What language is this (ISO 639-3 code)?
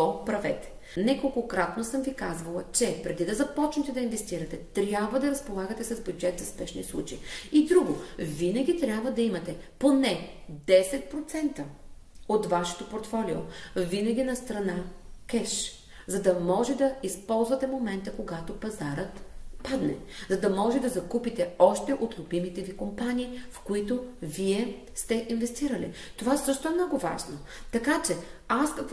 bul